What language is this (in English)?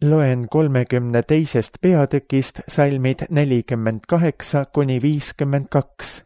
Estonian